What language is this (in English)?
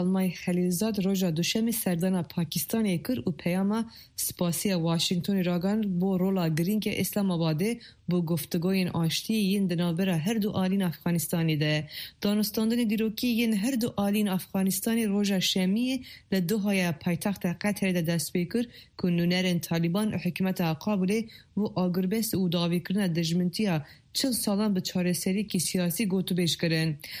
Kurdish